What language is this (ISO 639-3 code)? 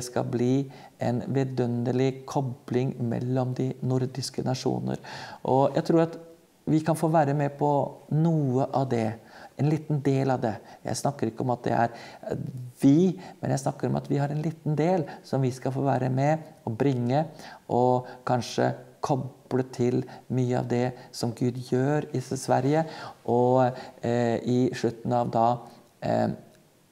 nor